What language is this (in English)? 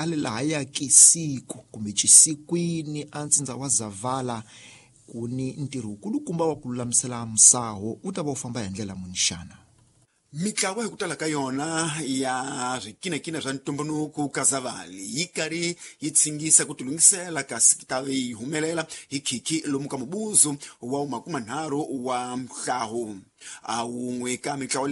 Tsonga